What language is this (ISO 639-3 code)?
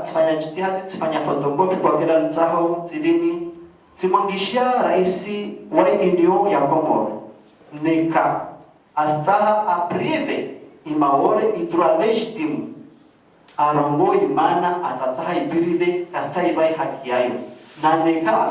zdj